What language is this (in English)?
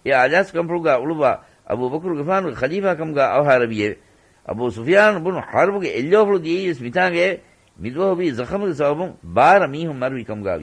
Divehi